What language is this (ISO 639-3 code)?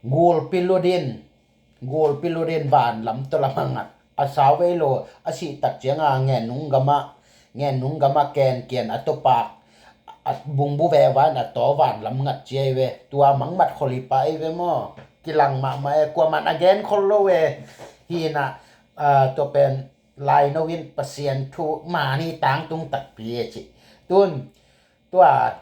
ctd